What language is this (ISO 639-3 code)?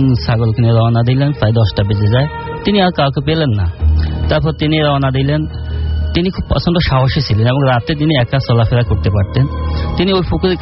ben